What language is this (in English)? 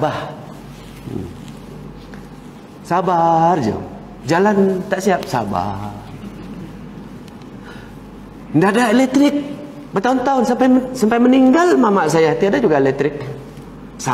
Malay